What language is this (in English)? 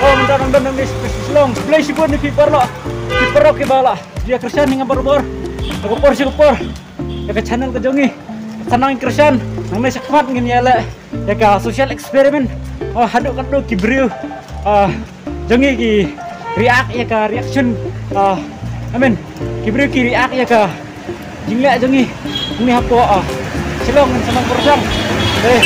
Khasi